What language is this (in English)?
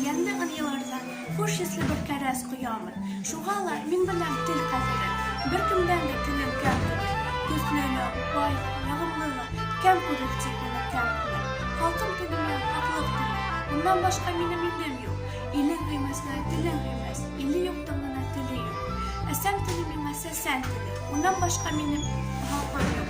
Bashkir